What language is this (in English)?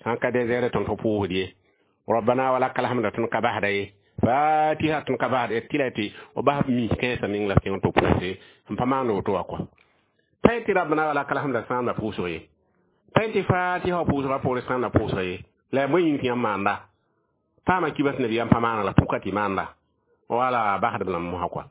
Mossi